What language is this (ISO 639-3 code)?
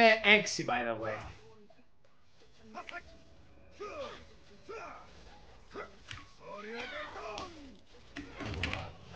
ell